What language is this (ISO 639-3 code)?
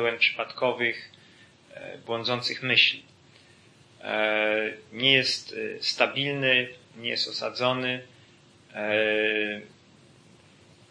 pol